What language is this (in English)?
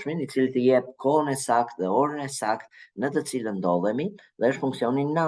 Albanian